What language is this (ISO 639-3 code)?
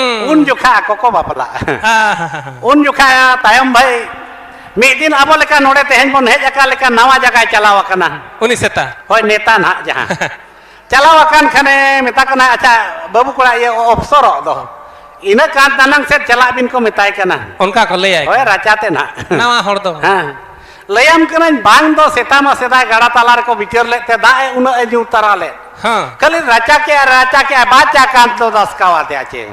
sat